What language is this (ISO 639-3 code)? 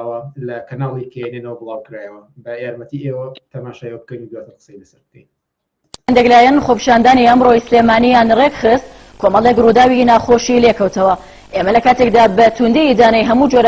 ckb